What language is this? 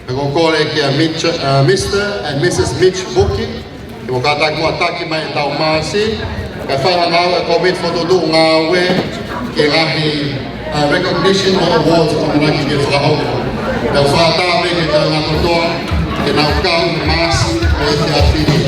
Tongan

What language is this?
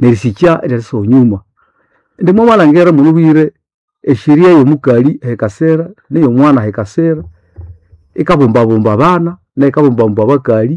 Nande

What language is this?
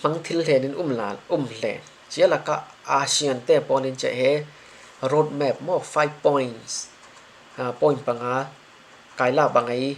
Falam Chin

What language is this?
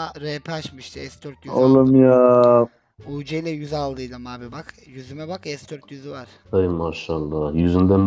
Turkish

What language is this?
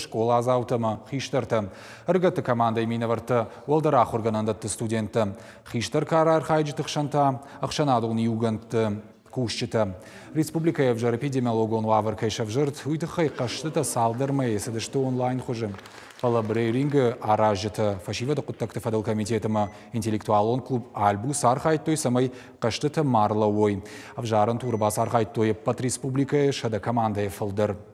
Ossetic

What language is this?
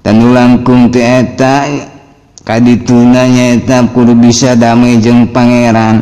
Sundanese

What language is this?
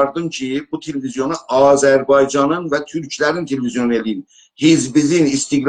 South Azerbaijani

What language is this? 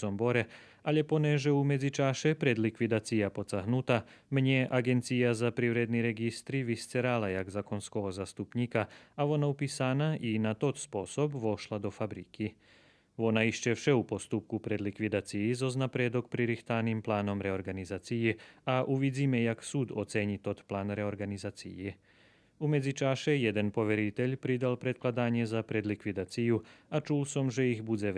Rusyn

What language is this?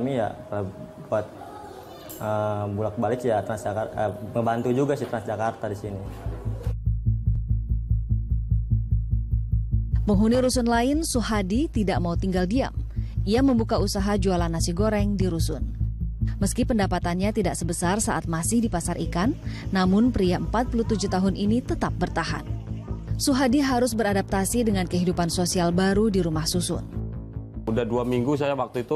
Indonesian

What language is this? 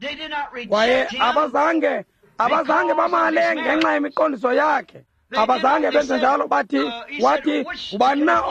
Xhosa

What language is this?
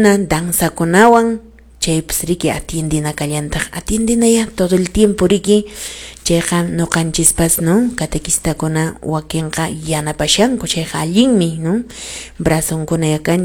Quechua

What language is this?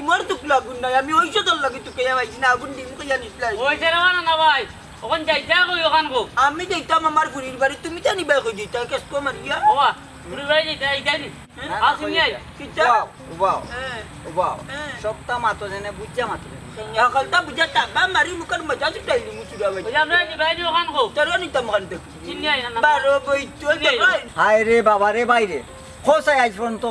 Sylheti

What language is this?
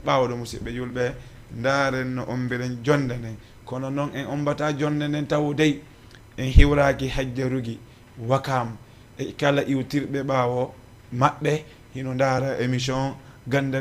Fula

